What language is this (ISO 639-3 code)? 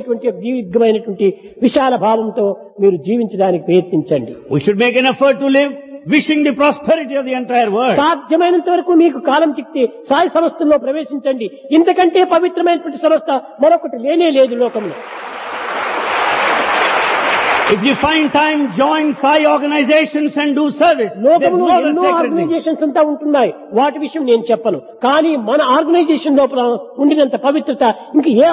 tel